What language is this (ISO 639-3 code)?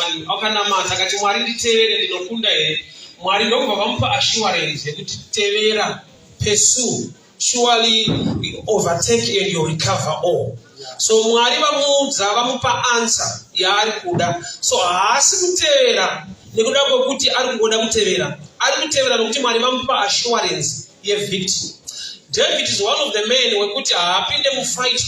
sna